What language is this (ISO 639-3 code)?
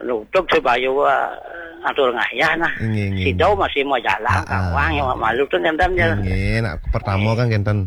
ban